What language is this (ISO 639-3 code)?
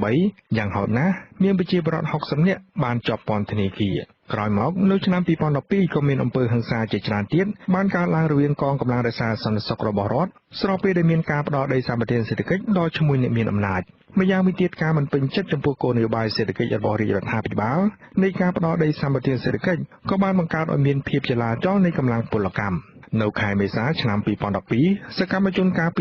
khm